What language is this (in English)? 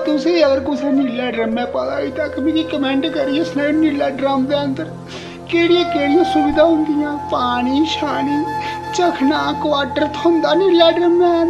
Dogri